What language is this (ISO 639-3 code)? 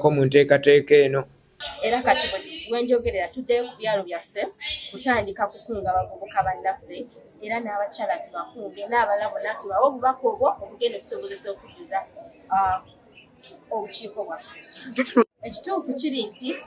lug